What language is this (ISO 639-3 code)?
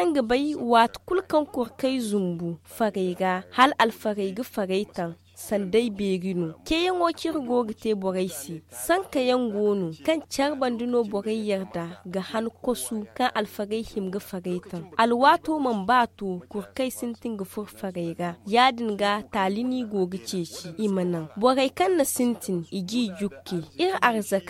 dje